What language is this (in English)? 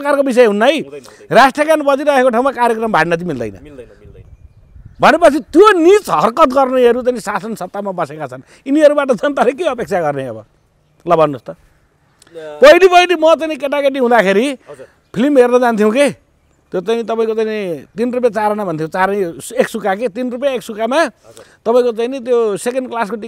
Nepali